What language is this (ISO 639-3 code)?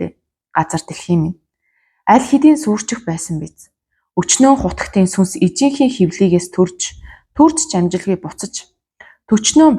mon